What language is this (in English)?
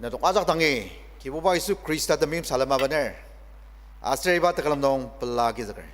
Ao Naga